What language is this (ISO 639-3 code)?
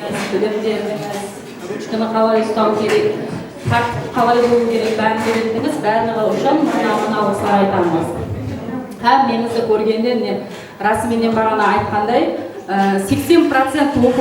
kaa